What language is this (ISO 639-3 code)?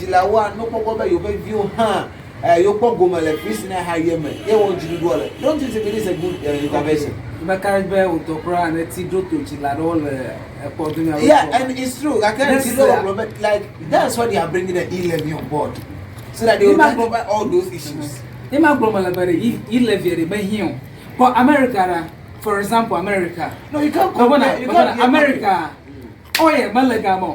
ewe